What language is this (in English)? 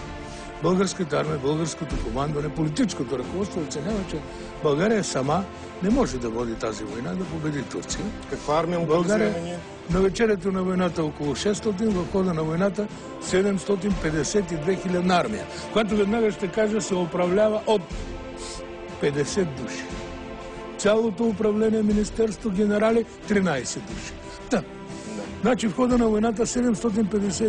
Bulgarian